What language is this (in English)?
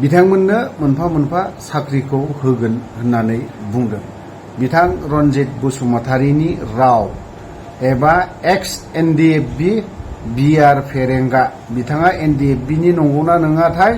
Bodo